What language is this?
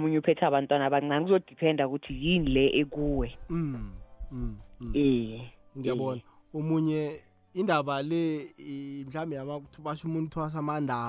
South Ndebele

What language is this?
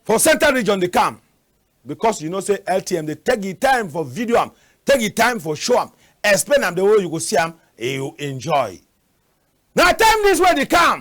Cameroon Pidgin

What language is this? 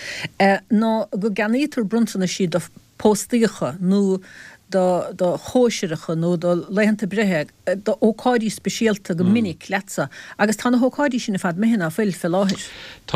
Irish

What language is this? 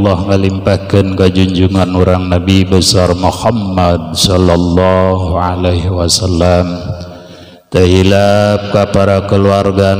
Sundanese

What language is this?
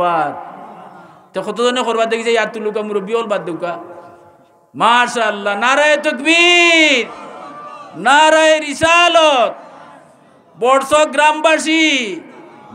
Sylheti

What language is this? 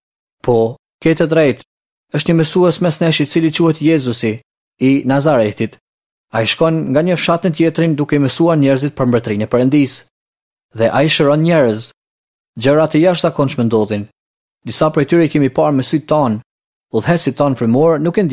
Albanian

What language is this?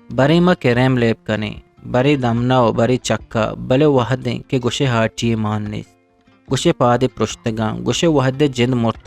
Eastern Balochi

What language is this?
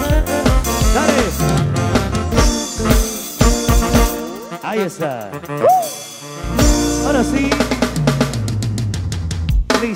Spanish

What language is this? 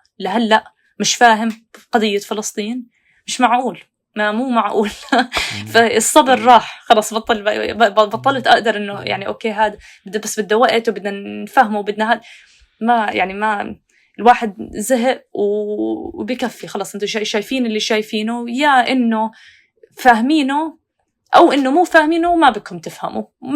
North Levantine Arabic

